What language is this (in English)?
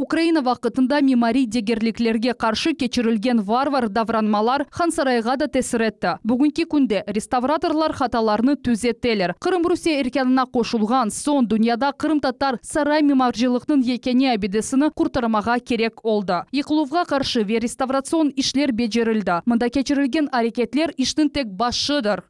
Crimean Tatar